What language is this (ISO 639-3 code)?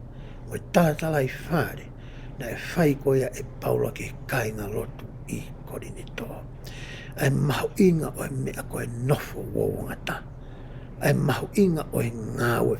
ton